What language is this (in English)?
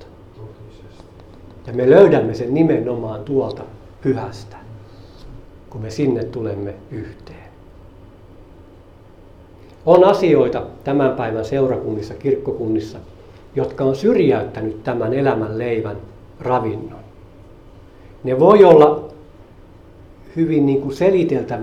Finnish